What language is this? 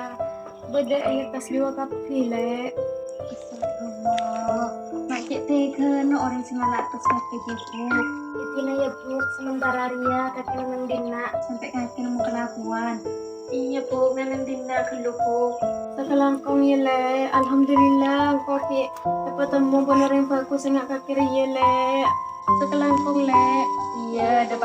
Madurese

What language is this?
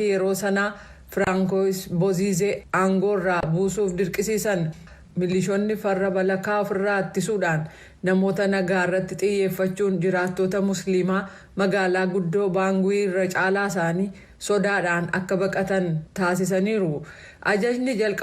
Oromo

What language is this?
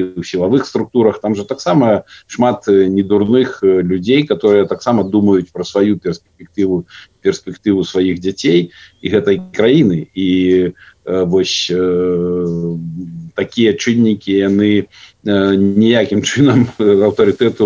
Belarusian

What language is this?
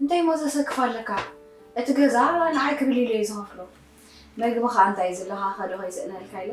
Tigrinya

